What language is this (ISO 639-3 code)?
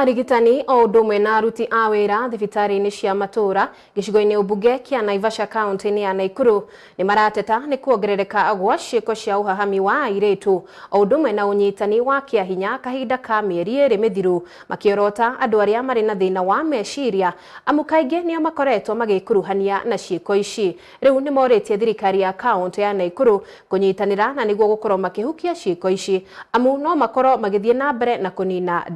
kik